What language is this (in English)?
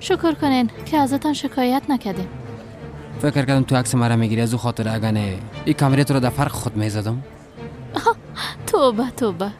Persian